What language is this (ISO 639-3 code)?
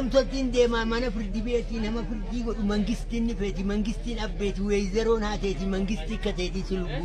orm